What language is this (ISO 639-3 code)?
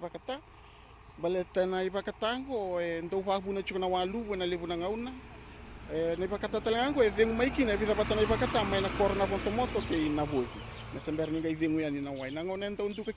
fij